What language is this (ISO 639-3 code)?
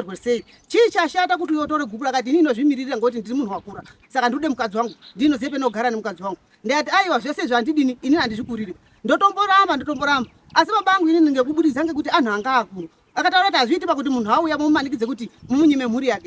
sna